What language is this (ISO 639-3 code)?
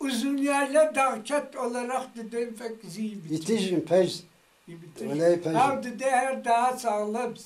kbd